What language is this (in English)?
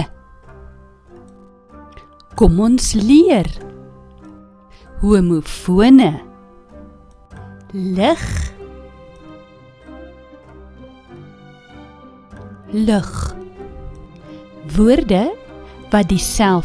Afrikaans